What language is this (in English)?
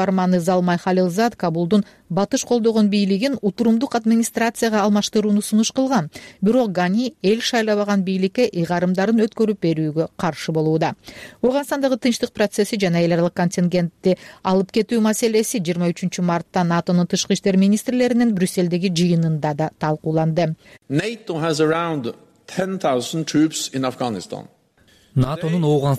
Kyrgyz